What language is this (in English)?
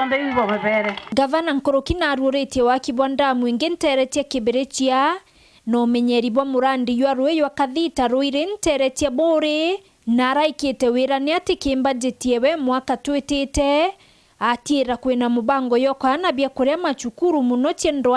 Meru